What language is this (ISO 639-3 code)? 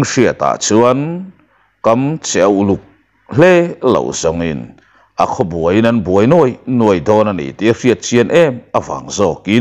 lus